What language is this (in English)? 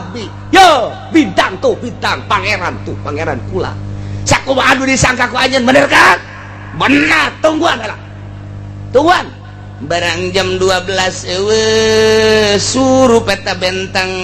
Sundanese